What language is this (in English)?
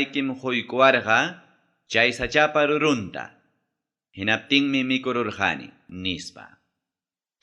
Ayacucho Quechua